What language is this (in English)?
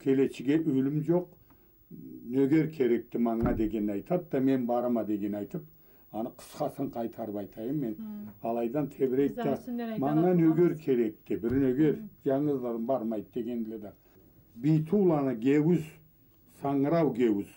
Karachay-Balkar